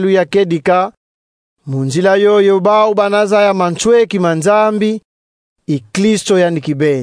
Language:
Kongo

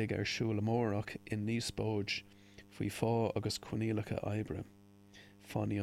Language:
Irish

